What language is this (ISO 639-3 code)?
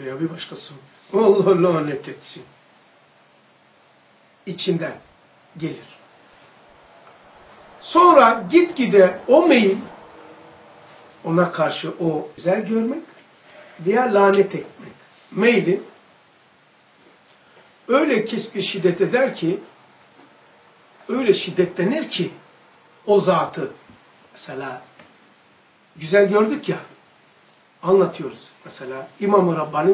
tur